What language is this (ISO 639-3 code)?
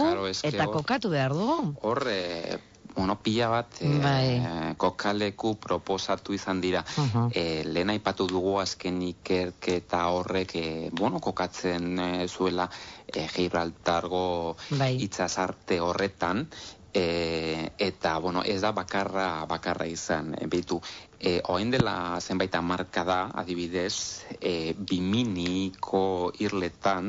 eus